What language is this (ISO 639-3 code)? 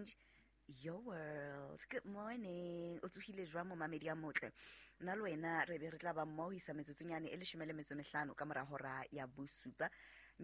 sot